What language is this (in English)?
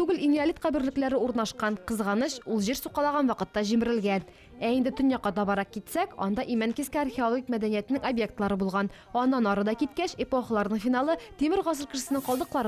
Tatar